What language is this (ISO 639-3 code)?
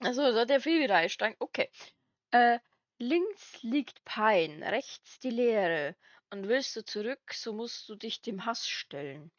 bar